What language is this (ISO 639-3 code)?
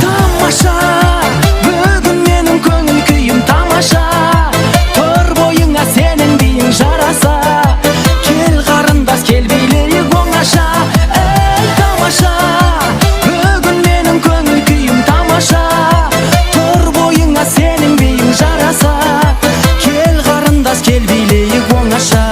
kaa